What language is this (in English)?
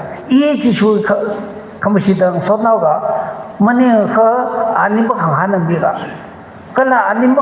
Tangkhul Naga (India)